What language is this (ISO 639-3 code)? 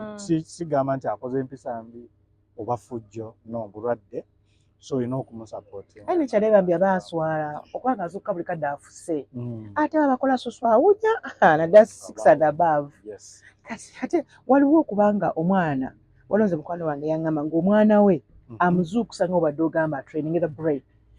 lug